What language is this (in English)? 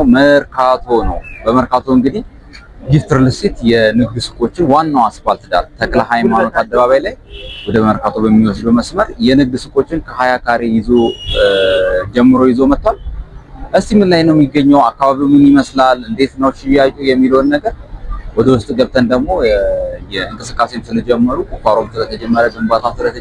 Amharic